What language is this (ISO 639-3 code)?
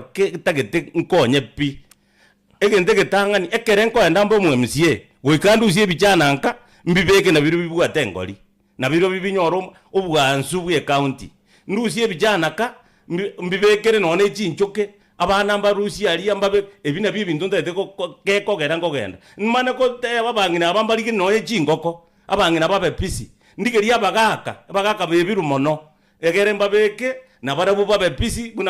guz